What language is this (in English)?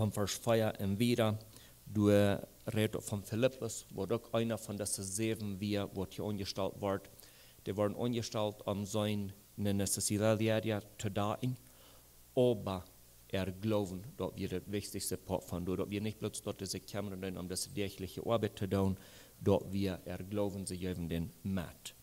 Plautdietsch